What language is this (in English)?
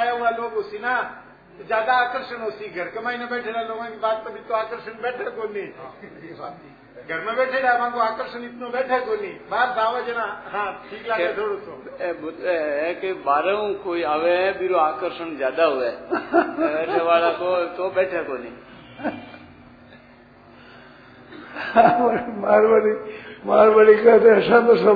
Hindi